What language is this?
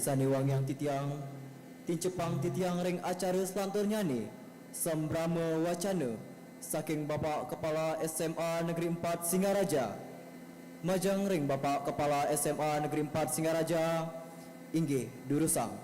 Balinese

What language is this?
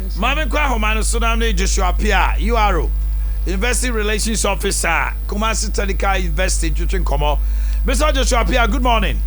Akan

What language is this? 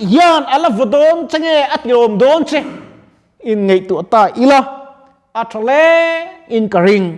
Mizo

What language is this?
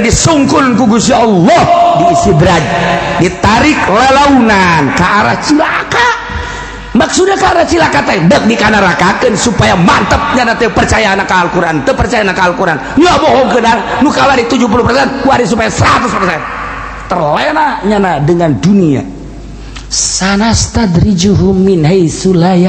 Sundanese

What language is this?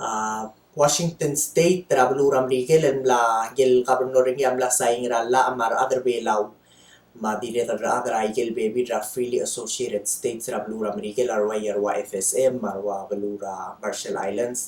Palauan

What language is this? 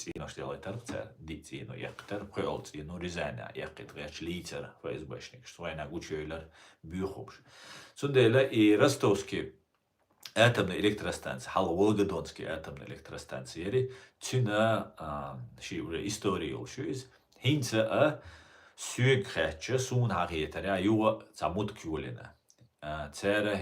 Chechen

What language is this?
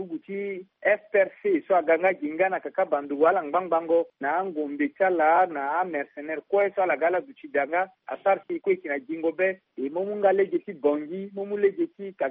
Sango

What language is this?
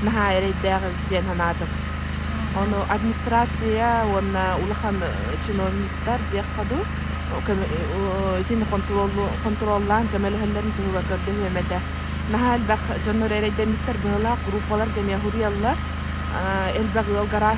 Yakut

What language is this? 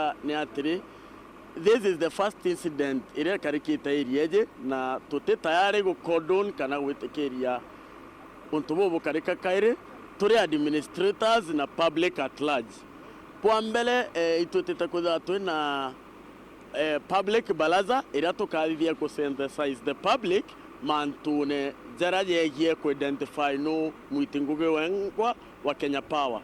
Meru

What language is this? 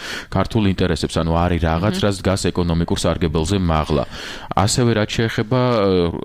Georgian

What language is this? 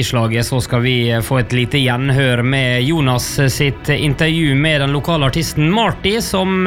Norwegian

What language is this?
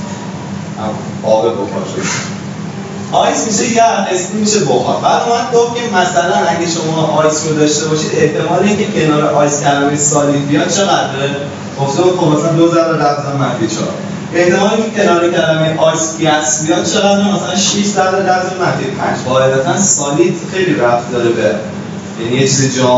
Persian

